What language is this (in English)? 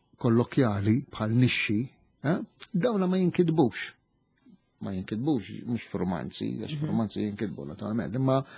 Maltese